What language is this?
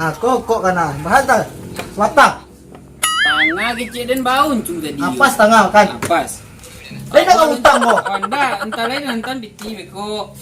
Minangkabau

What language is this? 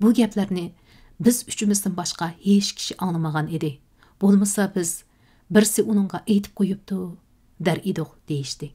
Uyghur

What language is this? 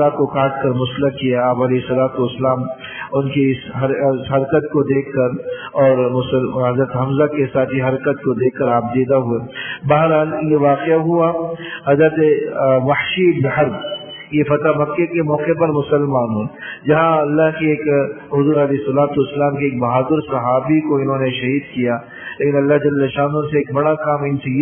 Urdu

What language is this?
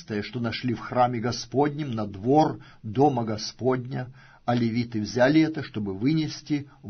Russian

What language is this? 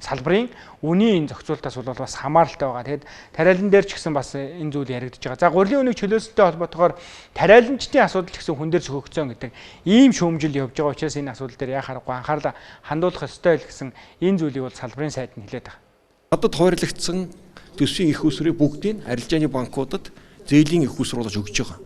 Mongolian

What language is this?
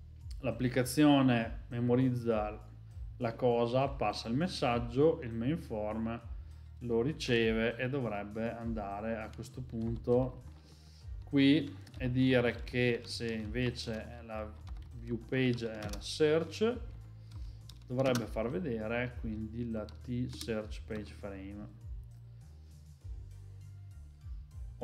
Italian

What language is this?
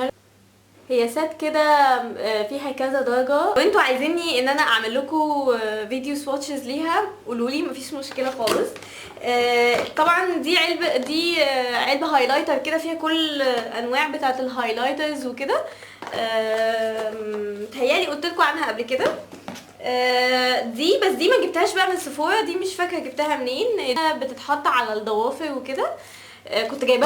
Egyptian Arabic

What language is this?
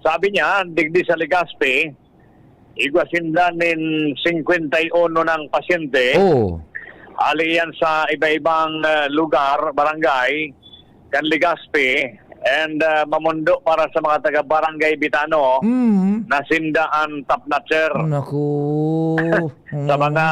Bikol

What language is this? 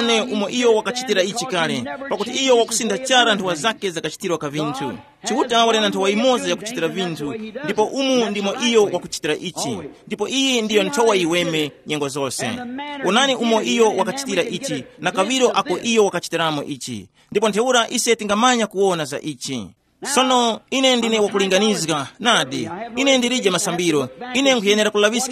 Tumbuka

